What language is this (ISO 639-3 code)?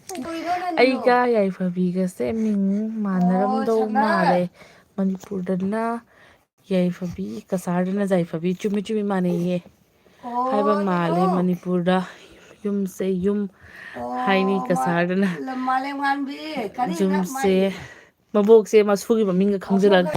mni